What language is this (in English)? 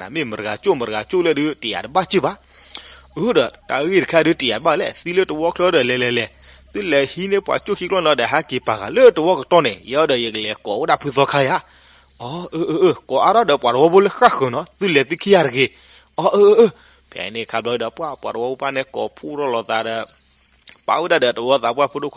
S'gaw Karen